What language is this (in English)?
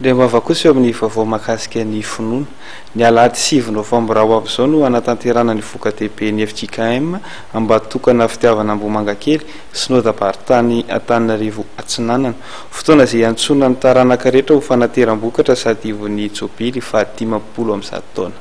Malagasy